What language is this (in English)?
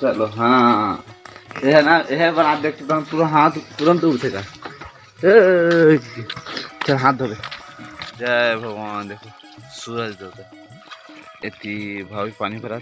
Chhattisgarhi